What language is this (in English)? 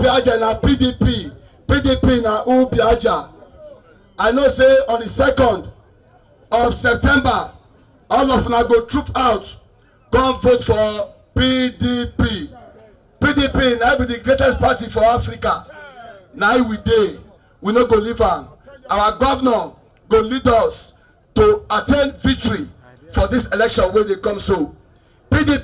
Nigerian Pidgin